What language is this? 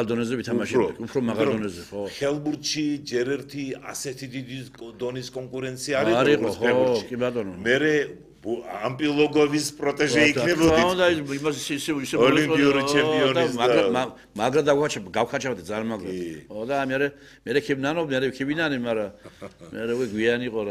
Georgian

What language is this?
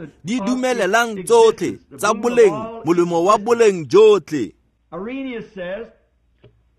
Tswana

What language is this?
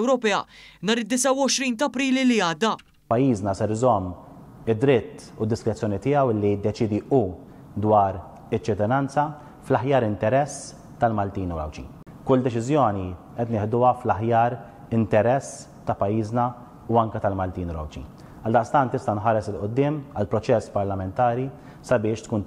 Maltese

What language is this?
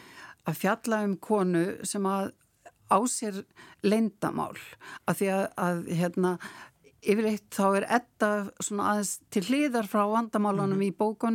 Icelandic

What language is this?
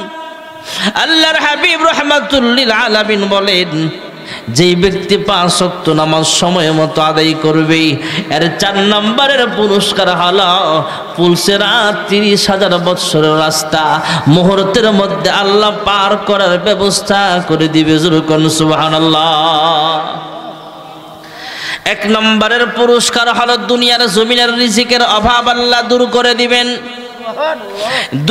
Bangla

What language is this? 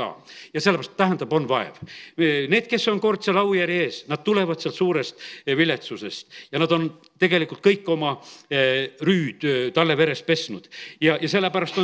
Estonian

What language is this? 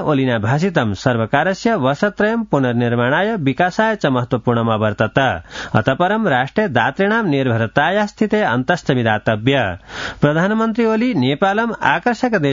Sanskrit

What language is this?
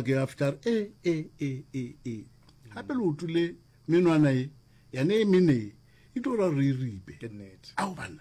Northern Sotho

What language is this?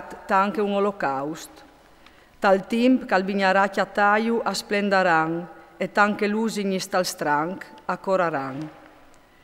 Friulian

